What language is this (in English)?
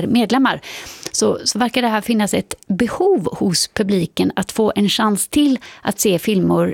Swedish